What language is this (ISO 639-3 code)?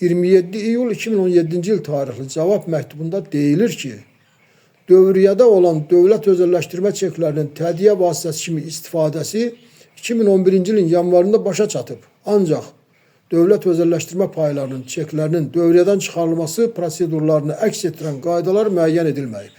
aze